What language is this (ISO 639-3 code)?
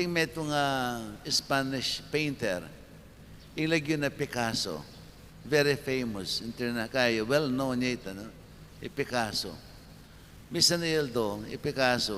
pam